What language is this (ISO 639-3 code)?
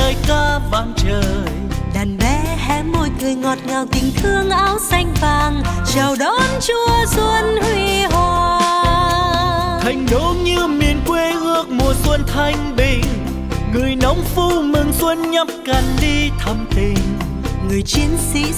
vie